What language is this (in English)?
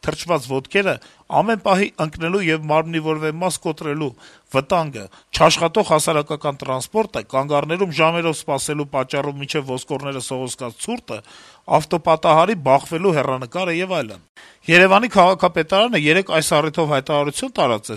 Armenian